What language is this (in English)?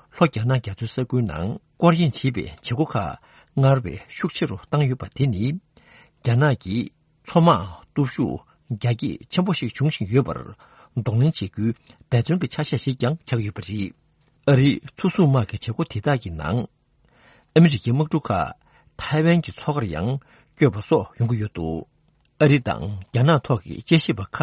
Tibetan